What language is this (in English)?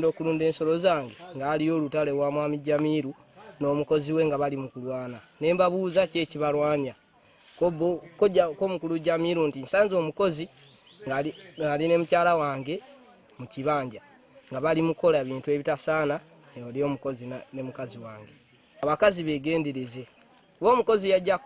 Ganda